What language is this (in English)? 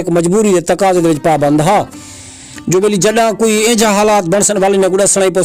Saraiki